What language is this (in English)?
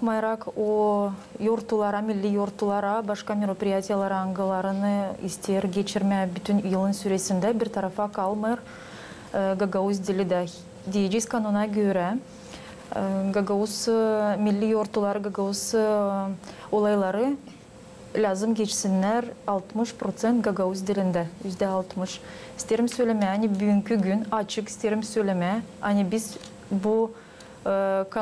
Gagauz